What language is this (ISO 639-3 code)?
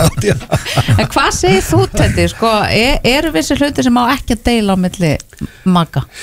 isl